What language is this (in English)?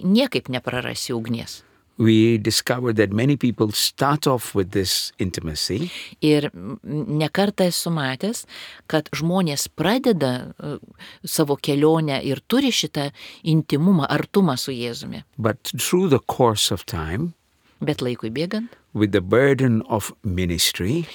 Lithuanian